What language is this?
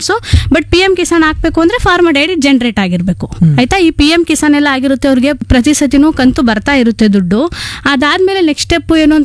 Kannada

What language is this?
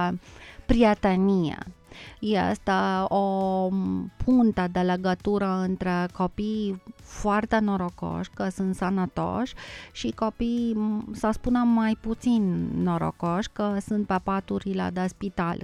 Romanian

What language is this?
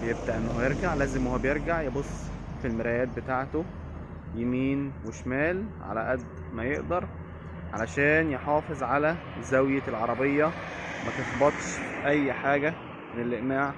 Egyptian Arabic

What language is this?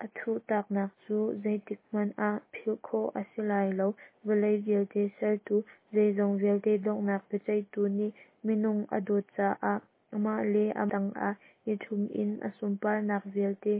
Hakha Chin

